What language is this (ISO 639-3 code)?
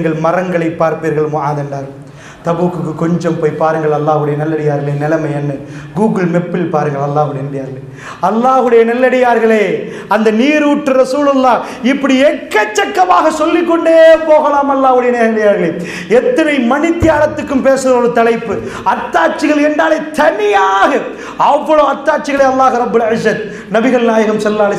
tam